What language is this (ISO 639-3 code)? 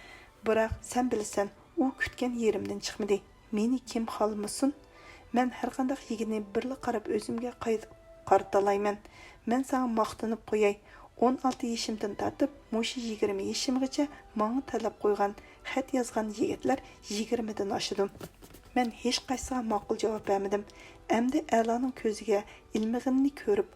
uig